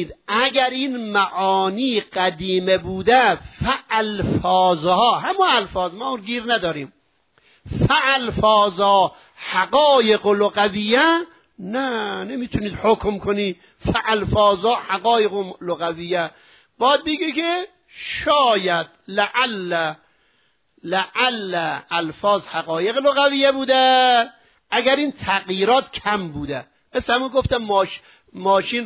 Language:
Persian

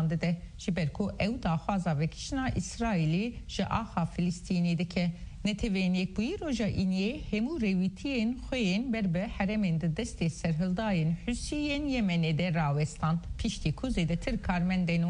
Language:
Kurdish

